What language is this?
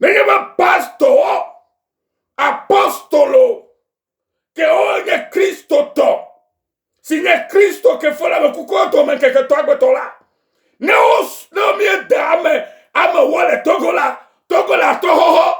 Ewe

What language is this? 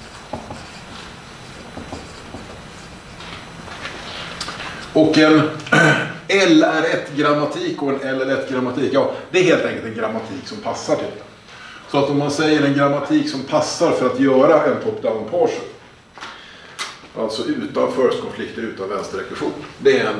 Swedish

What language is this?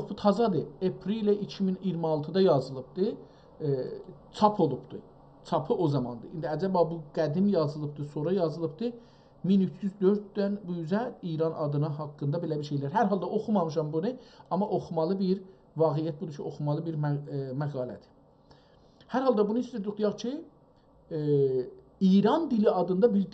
South Azerbaijani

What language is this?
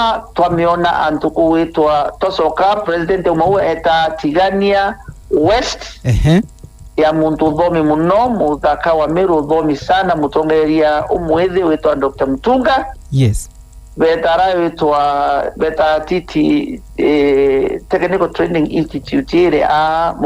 Meru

